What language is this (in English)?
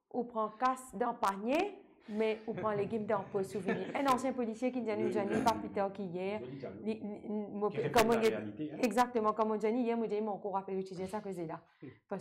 Morisyen